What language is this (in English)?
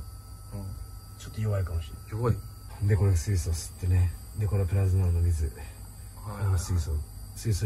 Japanese